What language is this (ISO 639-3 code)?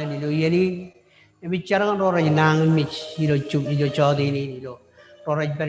mah